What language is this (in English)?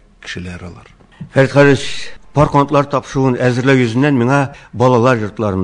Tatar